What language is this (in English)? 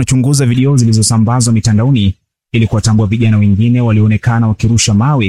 Swahili